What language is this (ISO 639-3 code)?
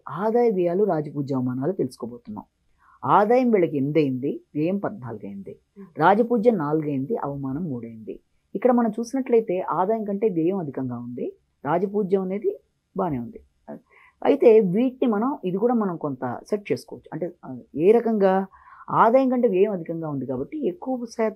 tel